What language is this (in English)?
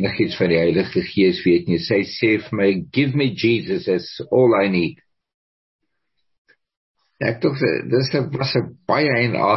Afrikaans